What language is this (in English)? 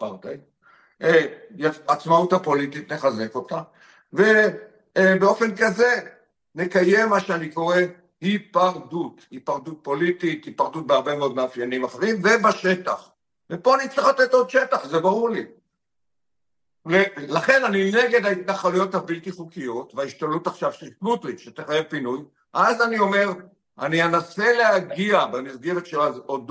Hebrew